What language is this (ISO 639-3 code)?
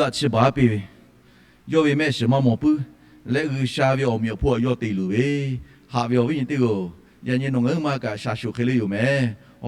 lhu